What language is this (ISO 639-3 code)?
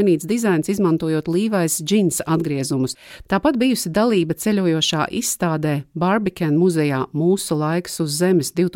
lav